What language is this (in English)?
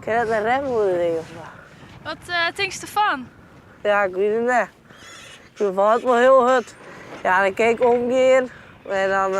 Western Frisian